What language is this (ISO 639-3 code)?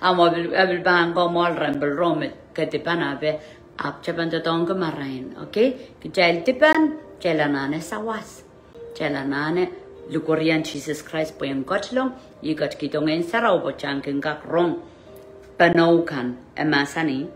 pon